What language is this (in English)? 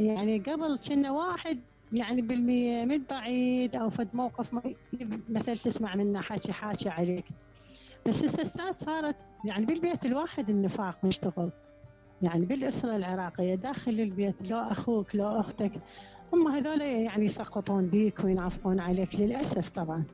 Mesopotamian Arabic